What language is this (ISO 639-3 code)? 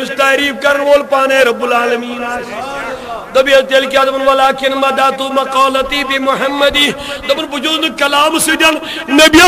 kas